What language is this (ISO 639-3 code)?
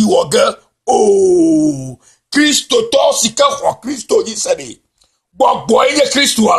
ewe